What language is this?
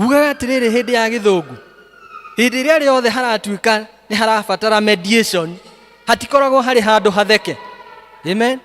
Kikuyu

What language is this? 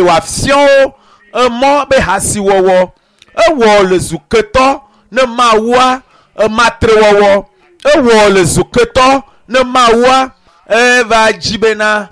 Ewe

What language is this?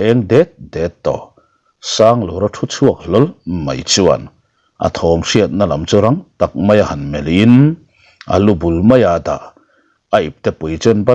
Mizo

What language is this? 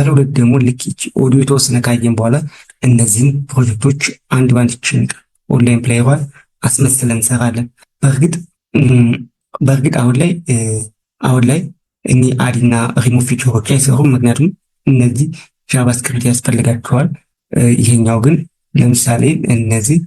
Amharic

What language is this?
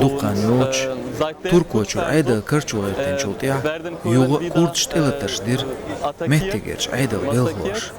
Chechen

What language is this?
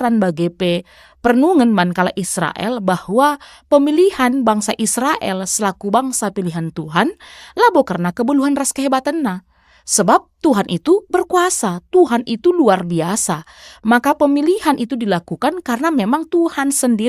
Batak Karo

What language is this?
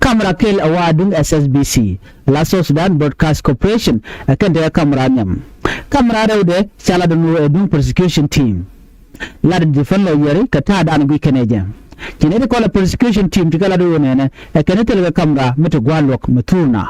Nuer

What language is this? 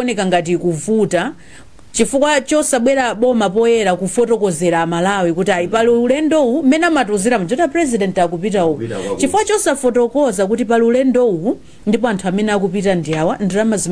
Nyanja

